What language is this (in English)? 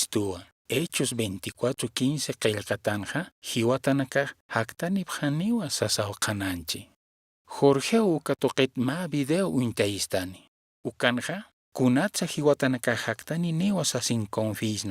Aymara